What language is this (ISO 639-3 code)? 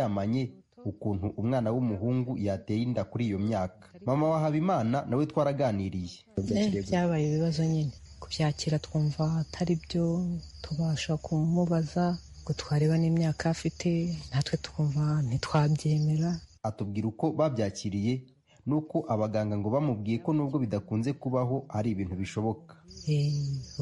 kin